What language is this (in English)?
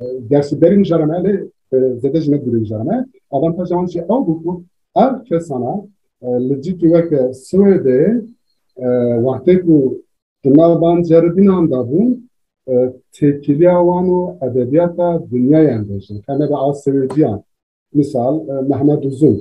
Kurdish